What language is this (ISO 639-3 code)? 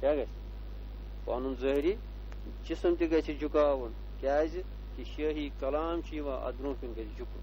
kas